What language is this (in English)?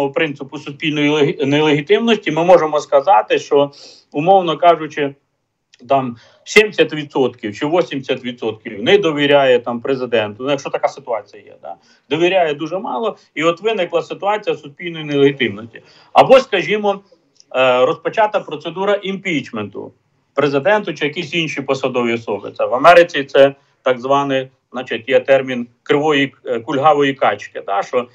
Ukrainian